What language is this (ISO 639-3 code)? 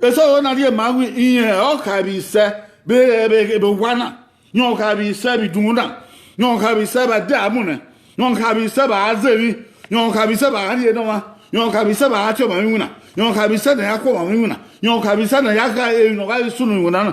bin